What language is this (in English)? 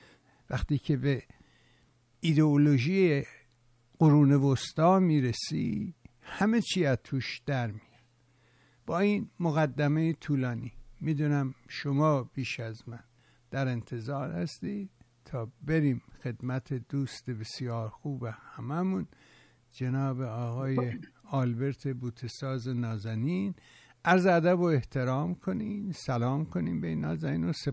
Persian